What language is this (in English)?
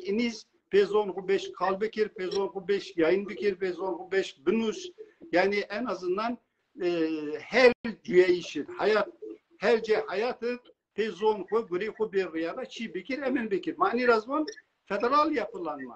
Zaza